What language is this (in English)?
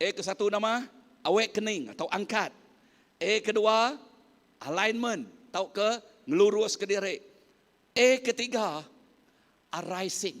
Iban